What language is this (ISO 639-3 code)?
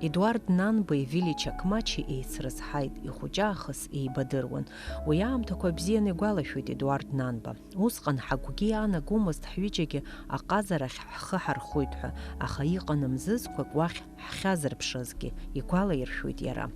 abk